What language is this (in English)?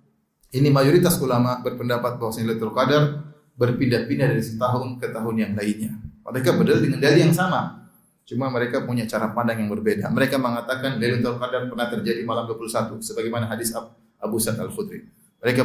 Indonesian